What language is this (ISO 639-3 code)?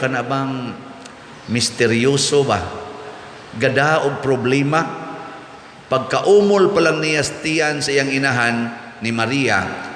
ceb